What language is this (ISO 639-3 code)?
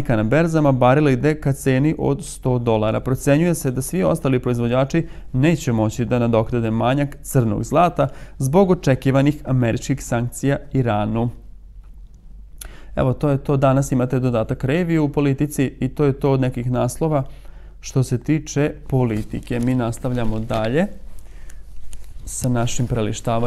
srp